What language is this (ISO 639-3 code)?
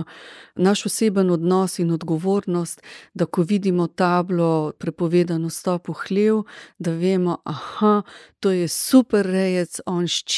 slv